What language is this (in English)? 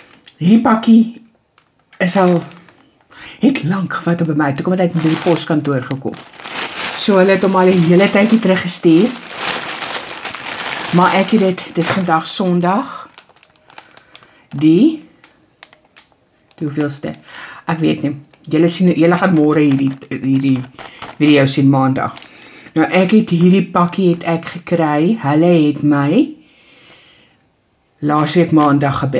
Afrikaans